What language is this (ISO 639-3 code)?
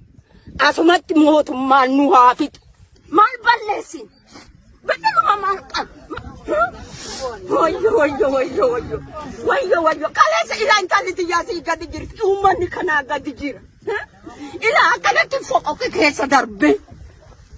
orm